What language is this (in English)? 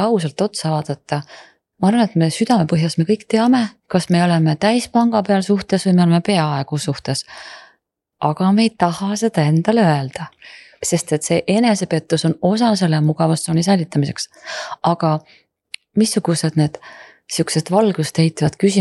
Estonian